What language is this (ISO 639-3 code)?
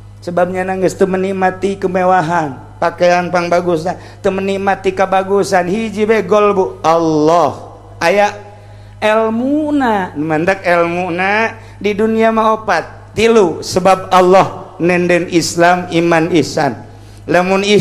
sun